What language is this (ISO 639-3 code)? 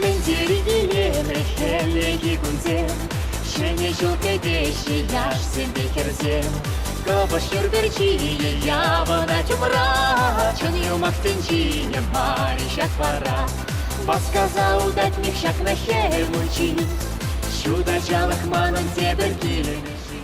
chv